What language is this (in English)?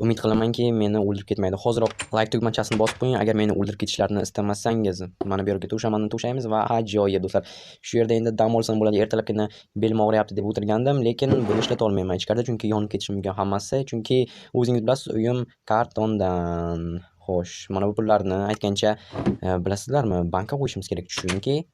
Uzbek